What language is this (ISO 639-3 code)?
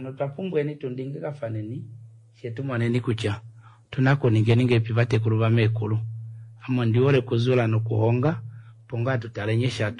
kua